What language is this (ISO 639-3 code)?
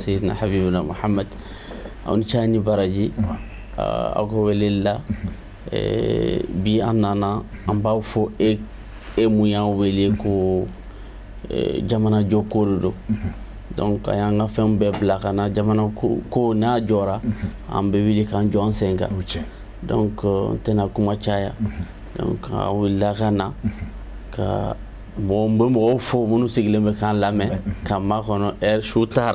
bam